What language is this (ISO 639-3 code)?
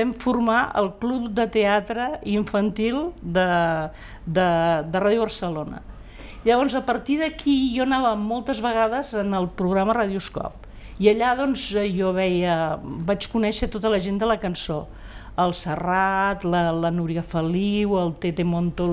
cat